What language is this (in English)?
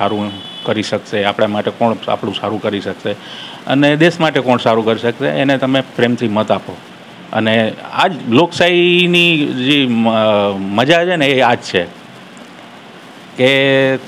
Gujarati